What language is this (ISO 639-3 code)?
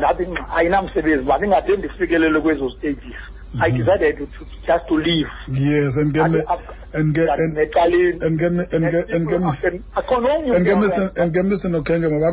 xho